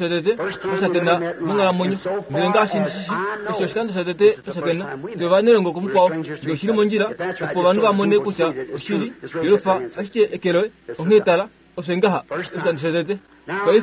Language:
Kuanyama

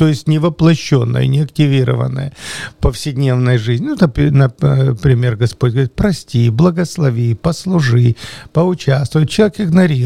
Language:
Russian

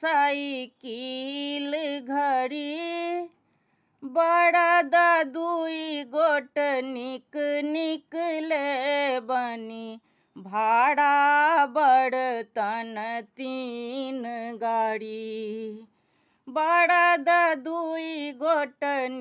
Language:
Maithili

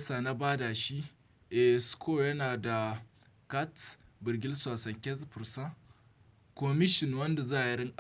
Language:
Hausa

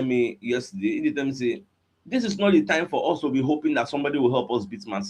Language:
Nigerian Pidgin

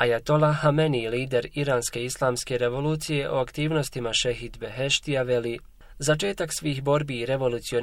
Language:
Bosnian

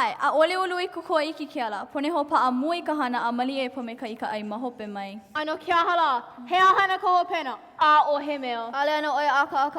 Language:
Hawaiian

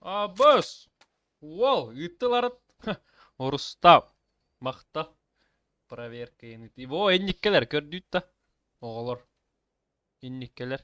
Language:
Yakut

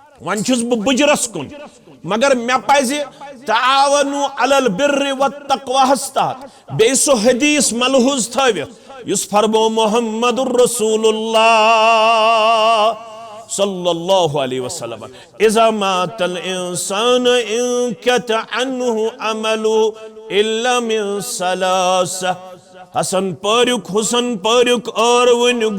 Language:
Kashmiri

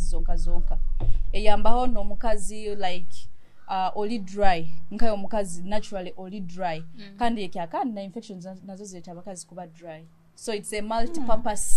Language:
Nyoro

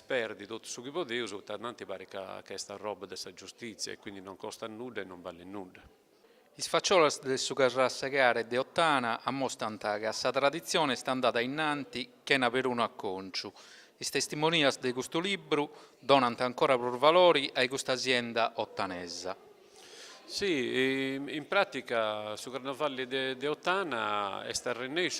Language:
Sardinian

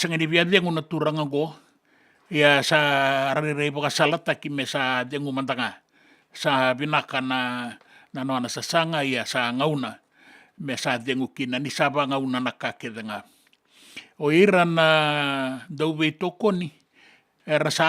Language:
Fijian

